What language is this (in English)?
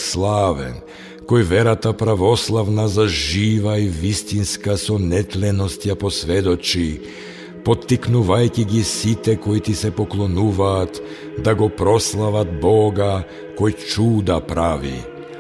Macedonian